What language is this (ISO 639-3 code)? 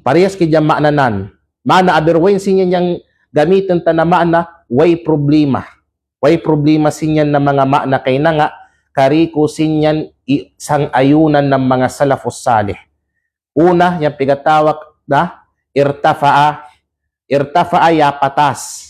kqe